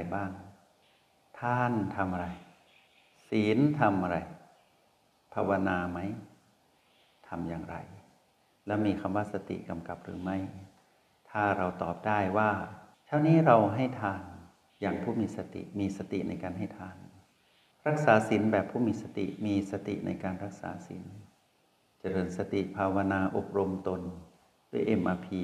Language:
Thai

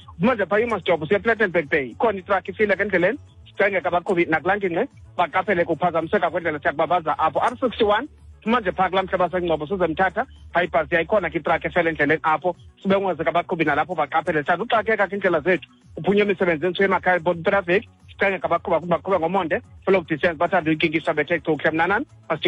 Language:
Xhosa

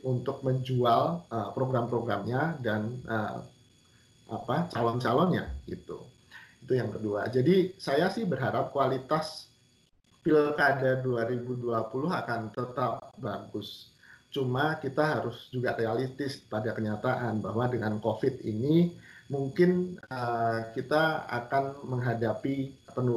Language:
Indonesian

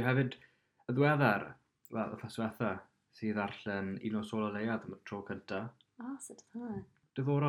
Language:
Welsh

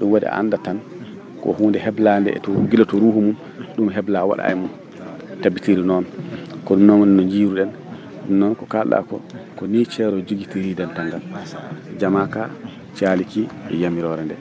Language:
Fula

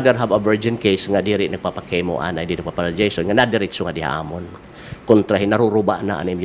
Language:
Waray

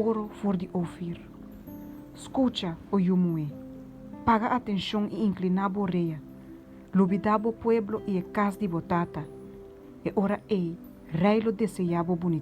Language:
Papiamento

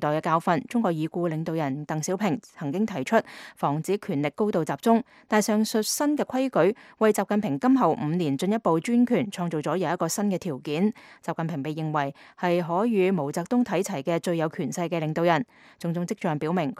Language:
Cantonese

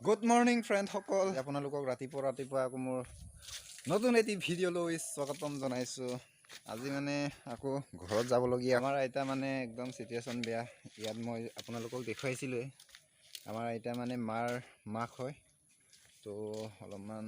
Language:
Assamese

